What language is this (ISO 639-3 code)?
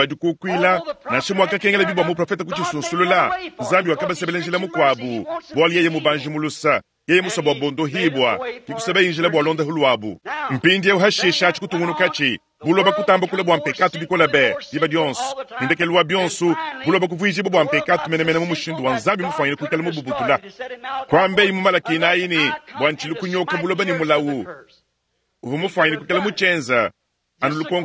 lua